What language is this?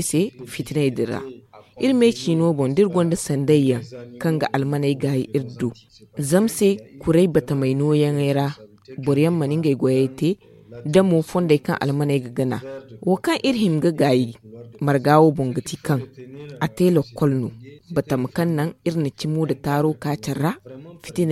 Zarma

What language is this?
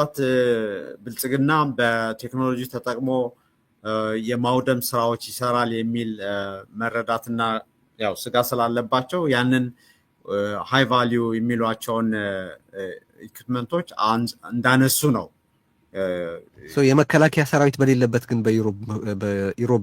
Amharic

